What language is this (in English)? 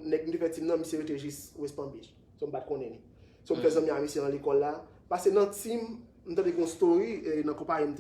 Haitian Creole